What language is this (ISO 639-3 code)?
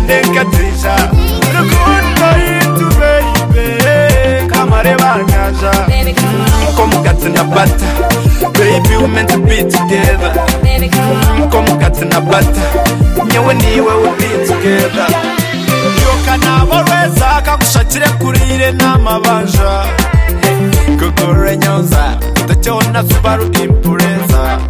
kin